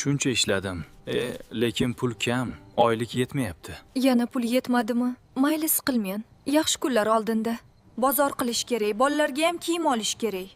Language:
Uzbek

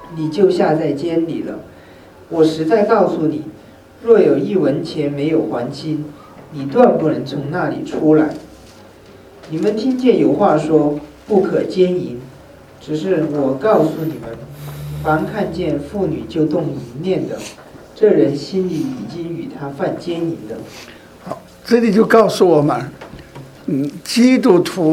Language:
Chinese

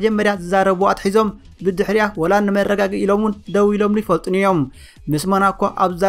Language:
Tigrinya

